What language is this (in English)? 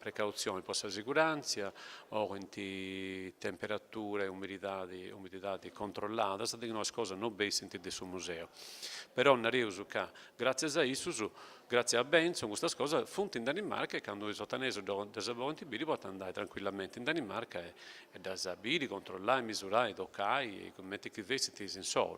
Sardinian